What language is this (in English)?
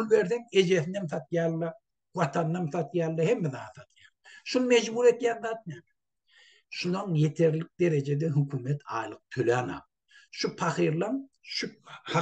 Turkmen